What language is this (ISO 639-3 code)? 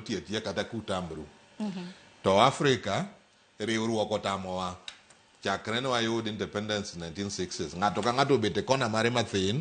luo